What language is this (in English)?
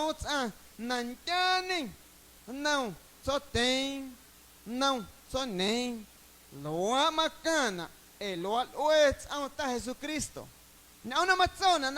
Guerrero Amuzgo